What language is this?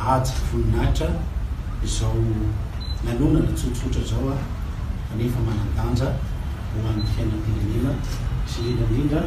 Malagasy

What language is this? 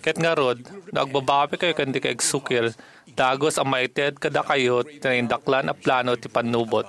Iloko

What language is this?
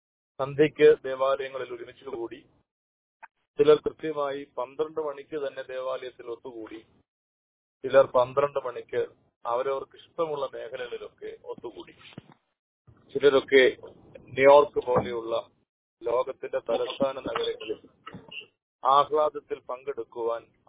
Malayalam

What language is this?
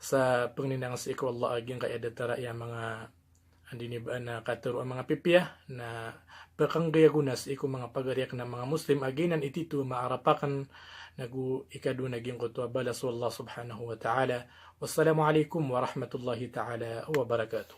Maranao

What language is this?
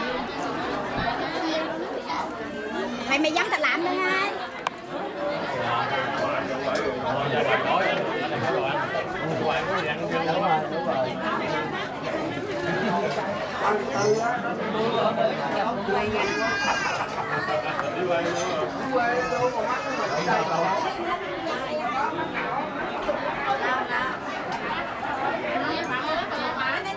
Vietnamese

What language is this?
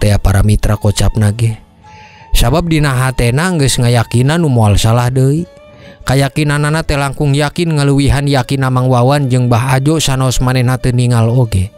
Sundanese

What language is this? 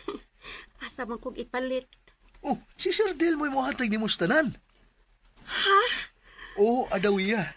Cebuano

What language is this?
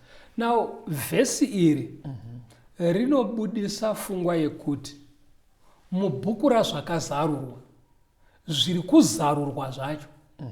Shona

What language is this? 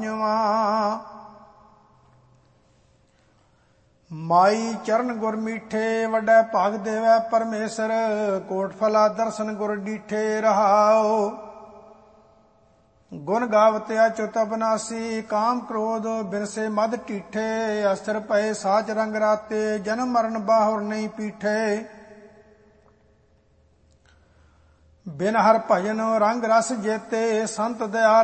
Punjabi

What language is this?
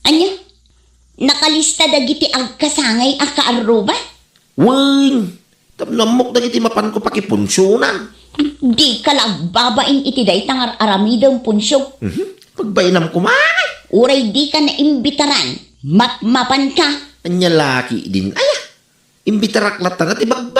Iloko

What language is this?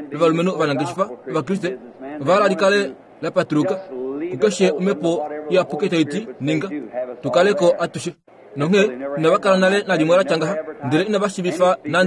Kuanyama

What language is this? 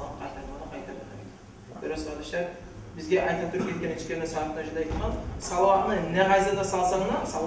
Kumyk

